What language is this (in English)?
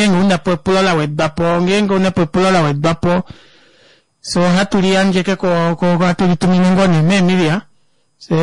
Kuanyama